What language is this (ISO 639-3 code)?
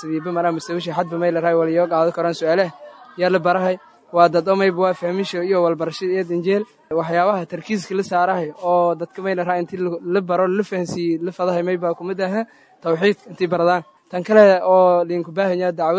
som